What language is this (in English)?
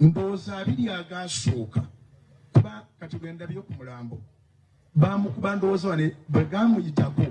Ganda